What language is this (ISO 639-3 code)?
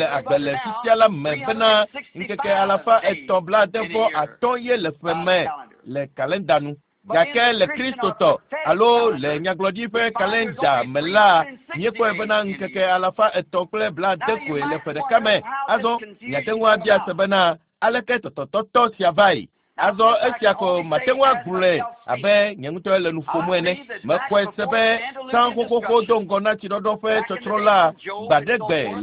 ewe